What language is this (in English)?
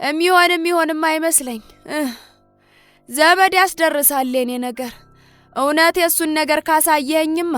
Amharic